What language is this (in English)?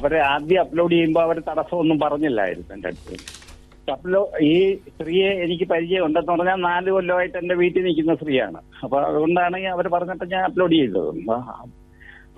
Malayalam